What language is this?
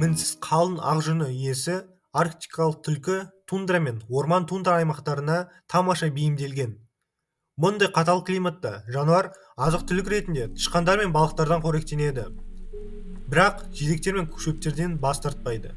Kazakh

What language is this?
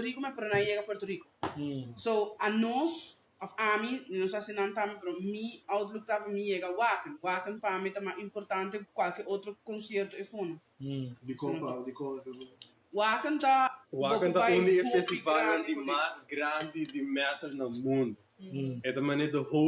Papiamento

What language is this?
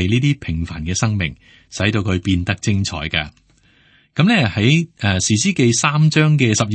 Cantonese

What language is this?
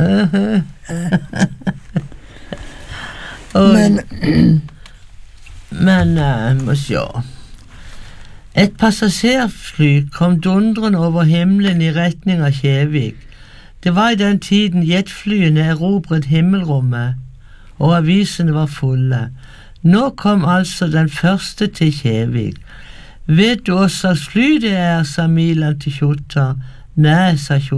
Norwegian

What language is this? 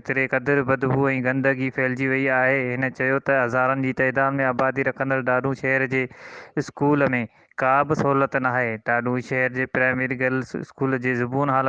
Sindhi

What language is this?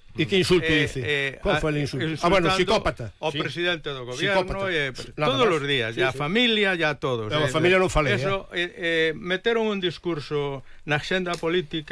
Galician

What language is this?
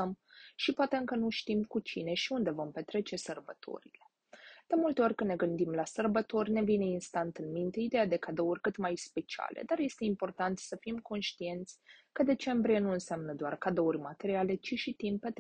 Romanian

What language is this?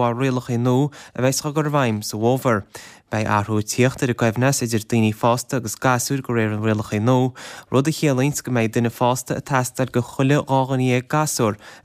Irish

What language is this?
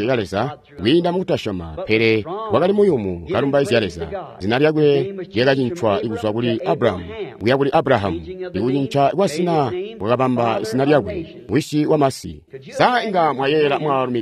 Tonga (Zambia)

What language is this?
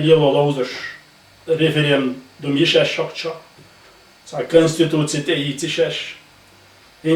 Chechen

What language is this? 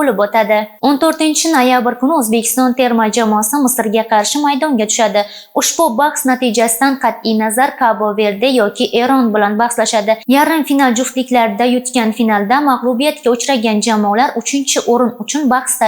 Uzbek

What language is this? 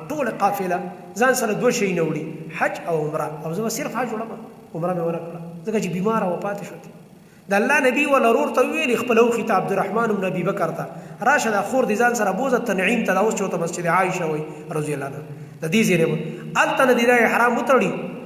Pashto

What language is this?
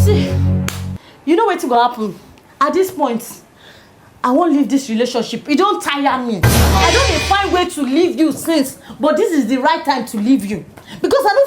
Nigerian Pidgin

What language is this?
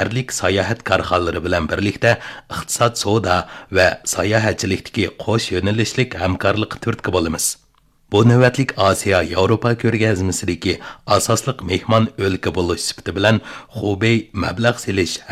Uyghur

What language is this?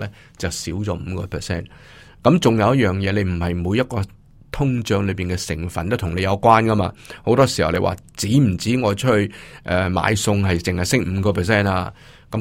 Cantonese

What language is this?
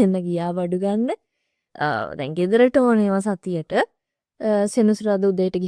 Sinhala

